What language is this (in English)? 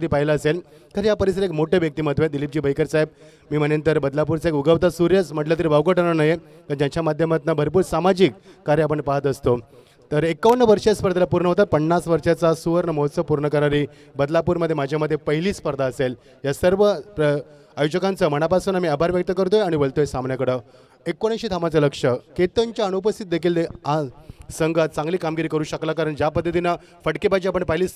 Marathi